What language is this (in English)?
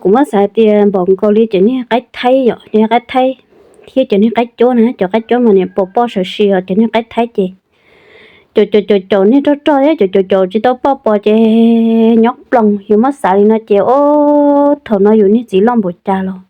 Hmong